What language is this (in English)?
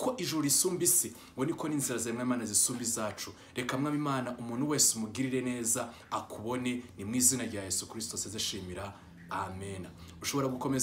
Kinyarwanda